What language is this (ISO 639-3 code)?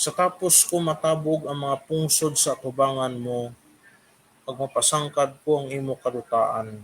hil